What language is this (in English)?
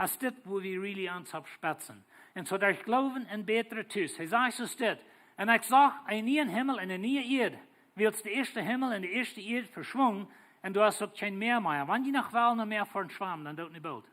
Plautdietsch